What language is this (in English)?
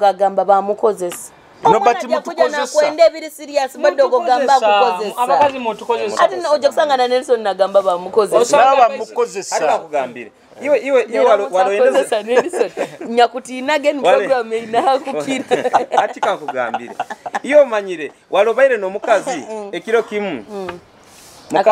Nyoro